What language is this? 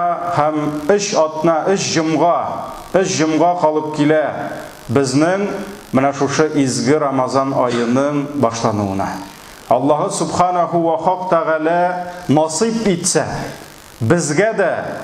Tatar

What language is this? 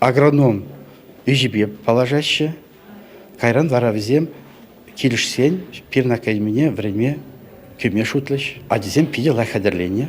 Chuvash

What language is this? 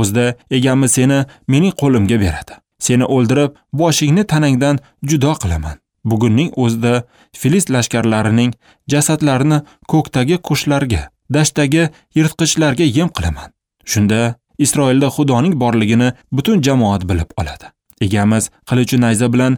Uzbek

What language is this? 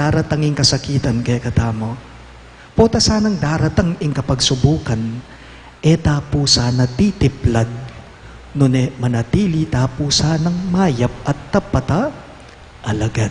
Pampanga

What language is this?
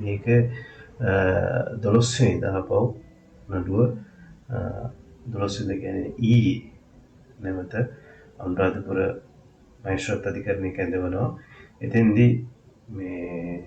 Sinhala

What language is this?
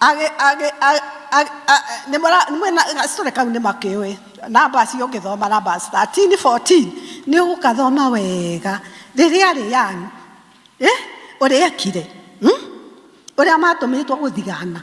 Kikuyu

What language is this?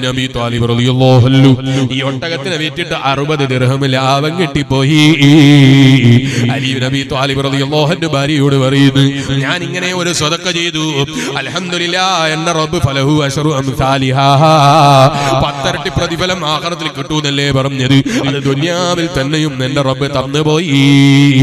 Malayalam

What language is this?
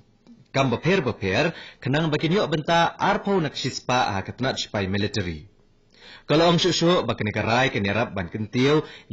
Khasi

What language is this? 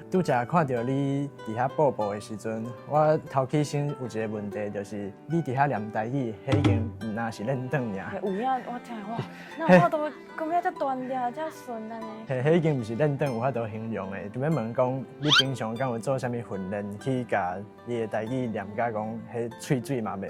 Min Nan Chinese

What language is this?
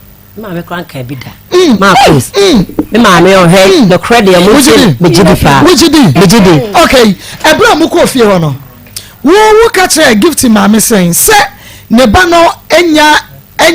Akan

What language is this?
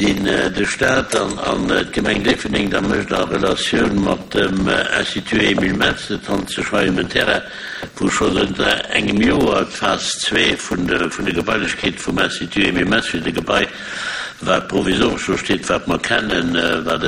Luxembourgish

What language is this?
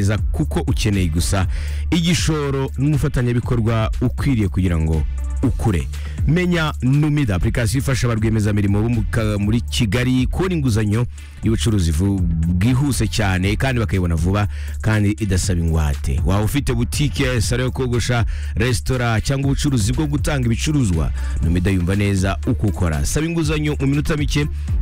Kinyarwanda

